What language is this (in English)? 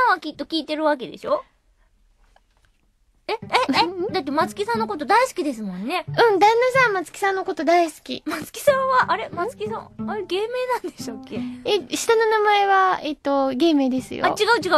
Japanese